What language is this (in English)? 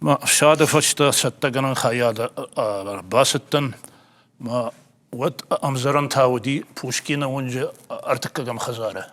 Ossetic